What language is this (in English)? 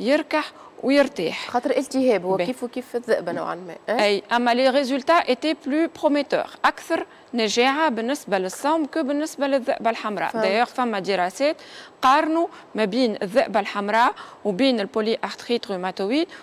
Tunisian Arabic